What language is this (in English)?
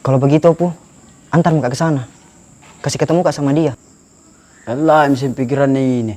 Makassar Malay